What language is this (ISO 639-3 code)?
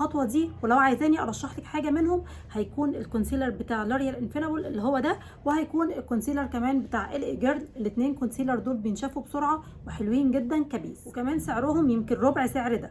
arz